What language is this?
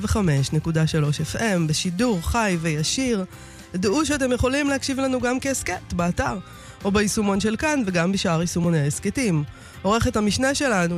Hebrew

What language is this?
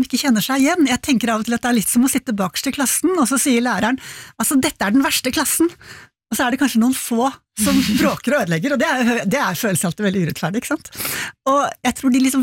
Norwegian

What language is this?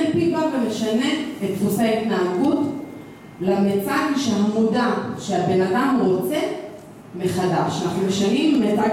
Hebrew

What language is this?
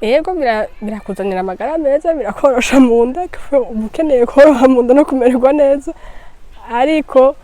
Rundi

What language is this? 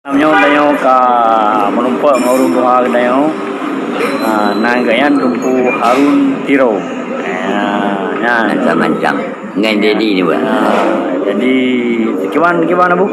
Achinese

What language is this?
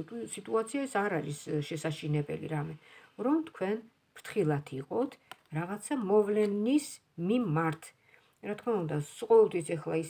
Georgian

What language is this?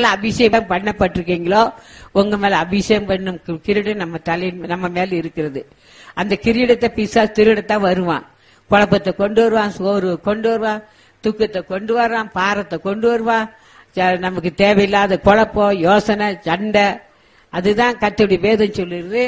Tamil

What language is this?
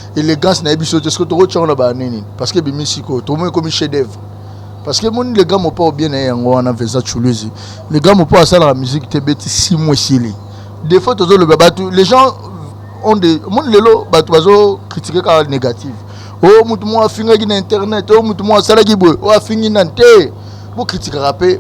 Lingala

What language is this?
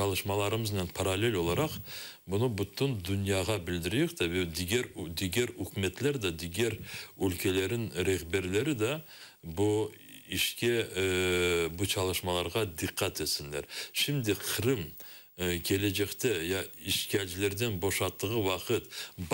Crimean Tatar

